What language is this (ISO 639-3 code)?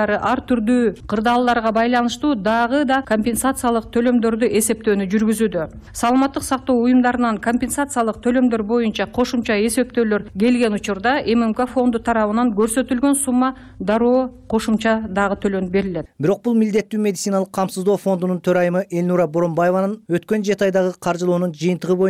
kir